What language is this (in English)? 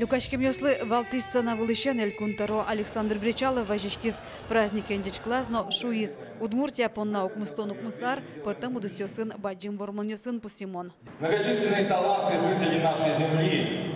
Udmurt